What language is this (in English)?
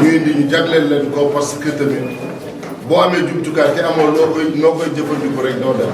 Wolof